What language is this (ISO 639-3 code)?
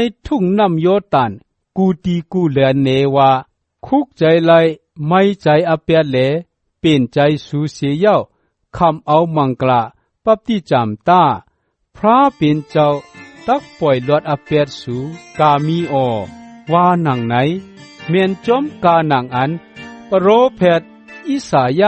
shn